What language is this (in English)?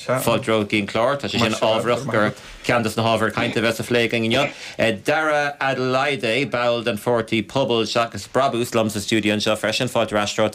Irish